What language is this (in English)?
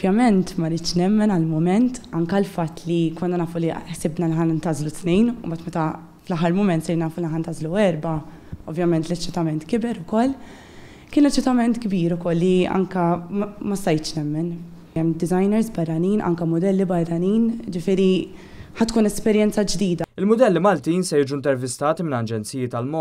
Maltese